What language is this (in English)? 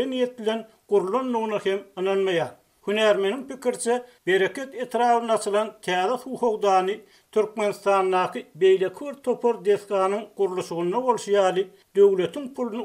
Turkmen